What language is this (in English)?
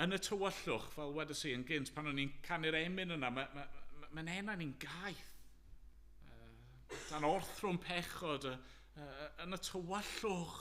Welsh